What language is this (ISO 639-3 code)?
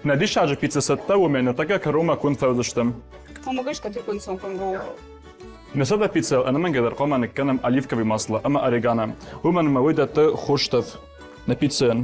oss